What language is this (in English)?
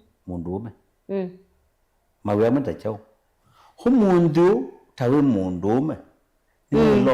Kamba